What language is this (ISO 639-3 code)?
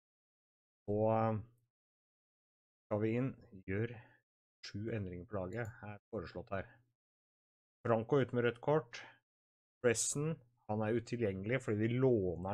nor